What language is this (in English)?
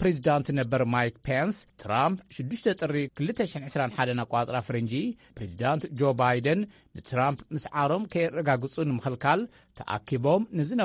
Tigrinya